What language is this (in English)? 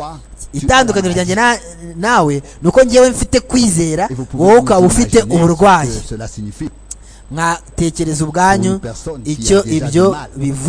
Kinyarwanda